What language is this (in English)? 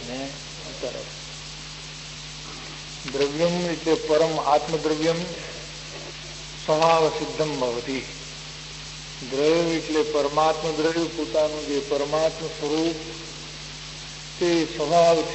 Gujarati